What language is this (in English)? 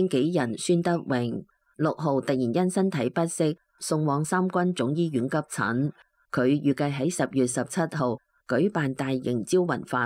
Cantonese